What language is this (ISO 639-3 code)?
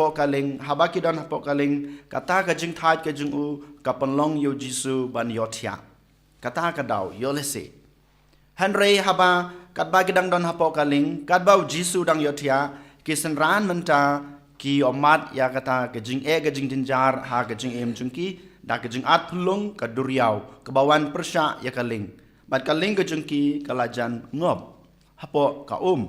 kha